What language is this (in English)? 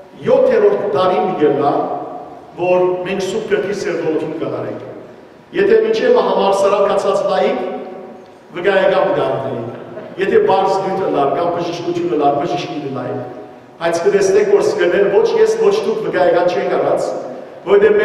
Western Armenian